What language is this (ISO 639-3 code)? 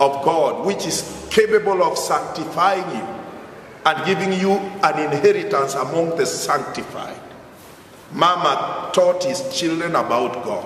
guz